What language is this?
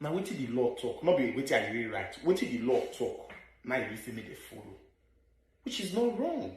Nigerian Pidgin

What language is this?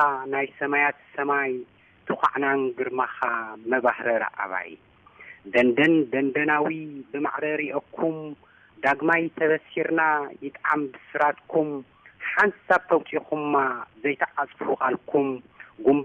Tigrinya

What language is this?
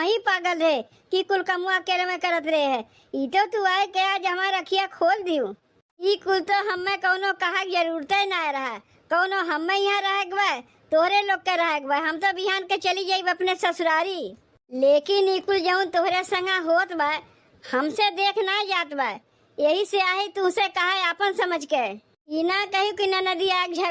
Awadhi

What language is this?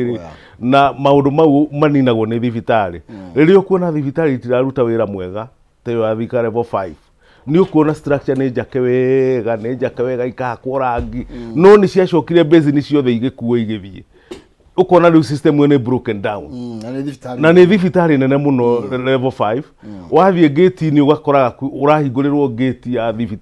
Kikuyu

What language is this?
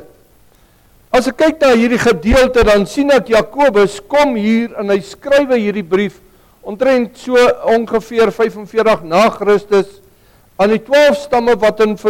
Afrikaans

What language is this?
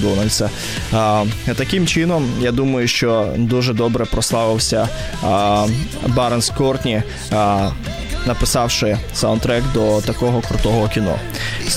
Ukrainian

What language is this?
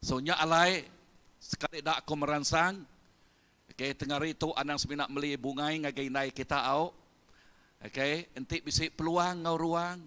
Iban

